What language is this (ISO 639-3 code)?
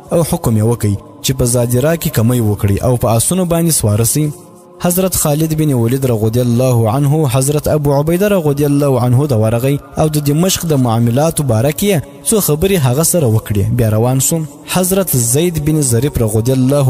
pus